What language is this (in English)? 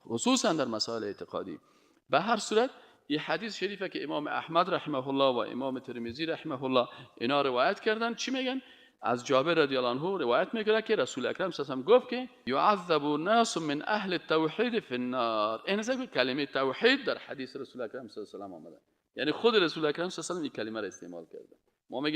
Persian